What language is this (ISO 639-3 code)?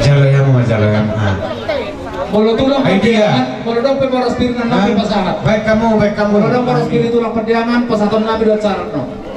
bbc